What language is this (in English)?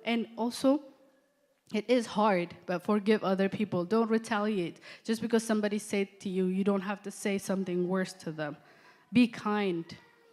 English